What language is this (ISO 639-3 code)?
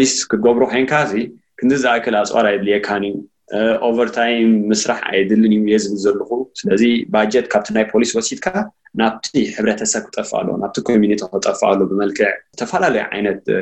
tir